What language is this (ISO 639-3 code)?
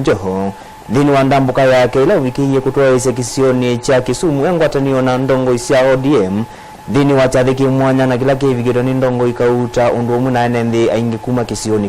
kam